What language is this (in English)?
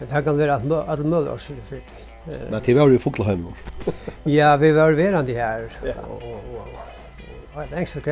Faroese